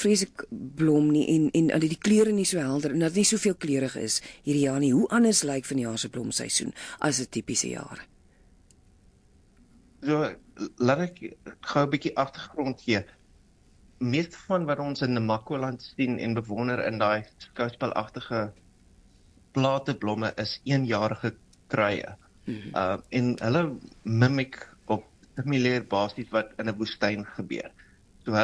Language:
Afrikaans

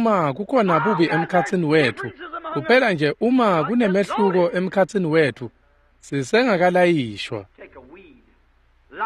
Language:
Swati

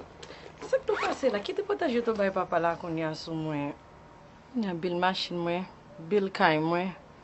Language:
Haitian Creole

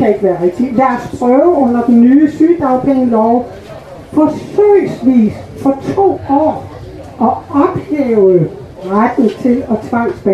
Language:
Danish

